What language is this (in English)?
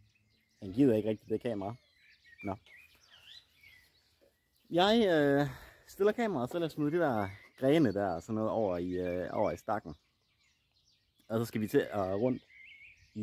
Danish